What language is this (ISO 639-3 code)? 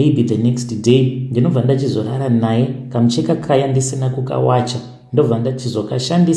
sna